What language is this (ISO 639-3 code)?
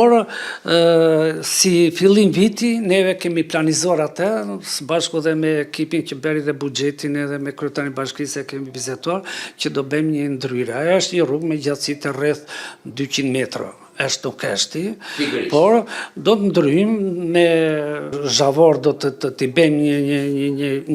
sqi